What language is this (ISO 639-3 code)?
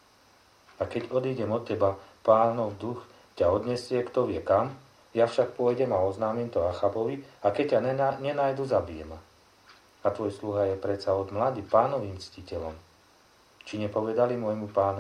slk